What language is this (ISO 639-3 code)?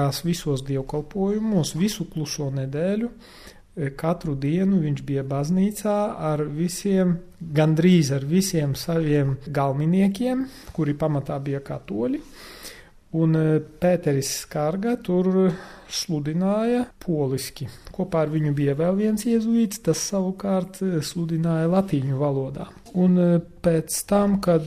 lav